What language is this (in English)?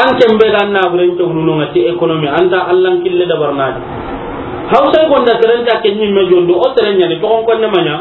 Soninke